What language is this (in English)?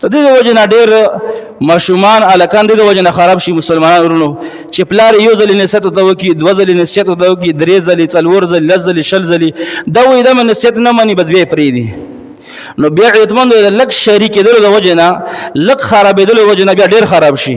Pashto